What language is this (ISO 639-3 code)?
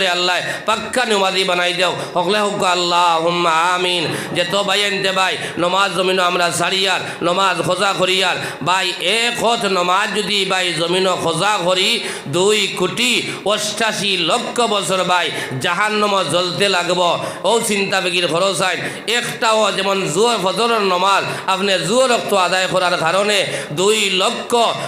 syl